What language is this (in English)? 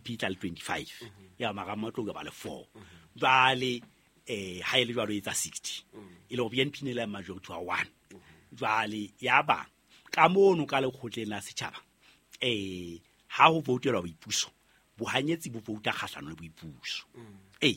Southern Sotho